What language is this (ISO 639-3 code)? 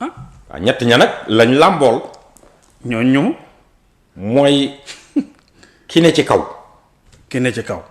wol